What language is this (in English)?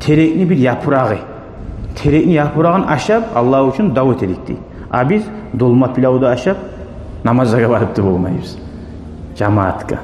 Kumyk